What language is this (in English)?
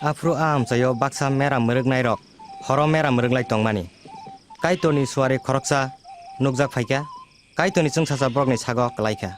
Kok Borok